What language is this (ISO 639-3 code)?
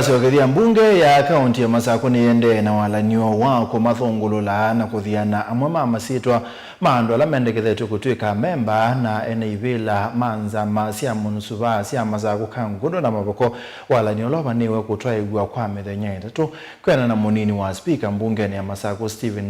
kam